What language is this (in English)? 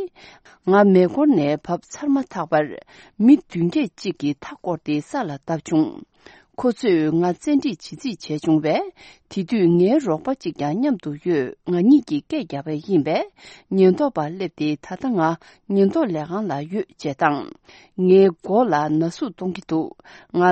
Tibetan